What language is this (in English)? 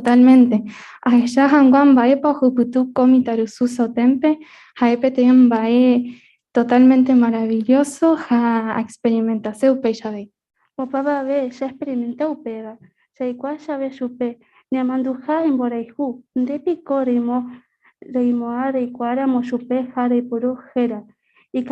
Guarani